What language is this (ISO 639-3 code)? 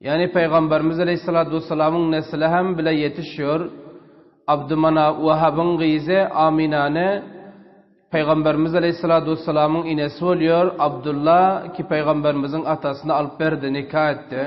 tuk